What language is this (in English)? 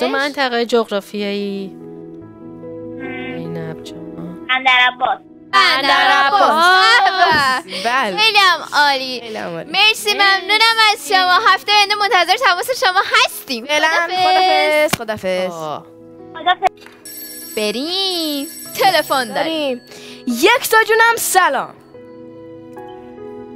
Persian